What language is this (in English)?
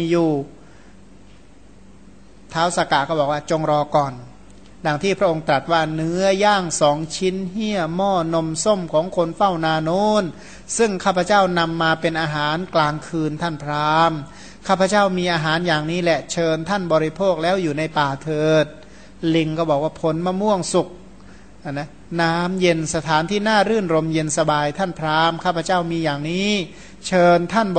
Thai